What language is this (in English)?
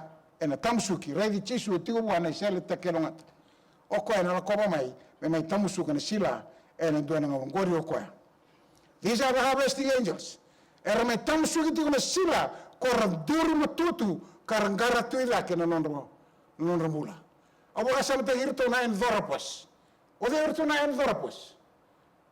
Fijian